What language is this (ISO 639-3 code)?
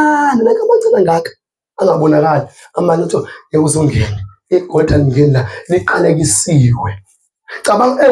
zul